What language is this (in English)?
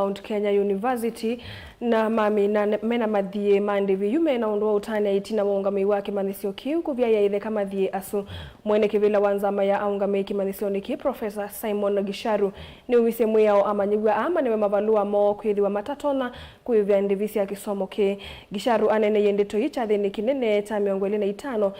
Kamba